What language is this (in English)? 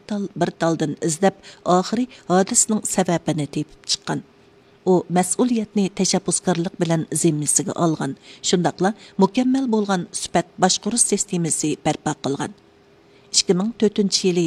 Uyghur